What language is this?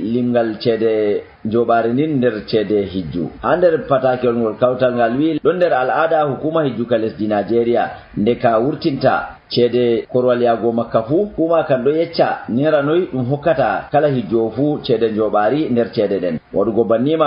Nigerian Fulfulde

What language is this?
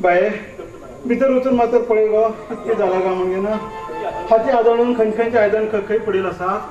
Konkani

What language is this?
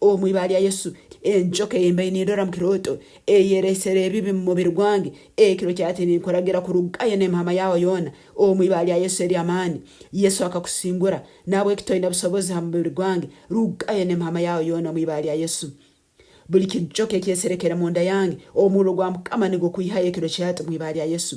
Nyankole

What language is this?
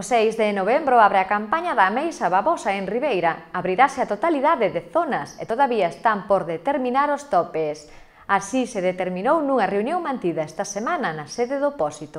Galician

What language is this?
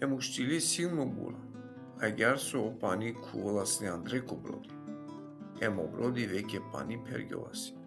Balkan Romani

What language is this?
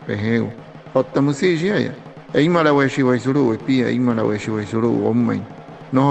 Wayuu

